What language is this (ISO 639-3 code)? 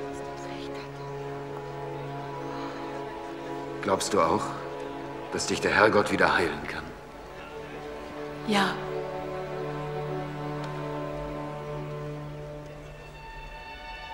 deu